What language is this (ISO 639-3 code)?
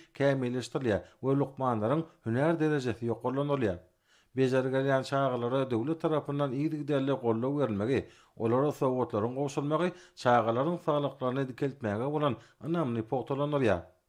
tuk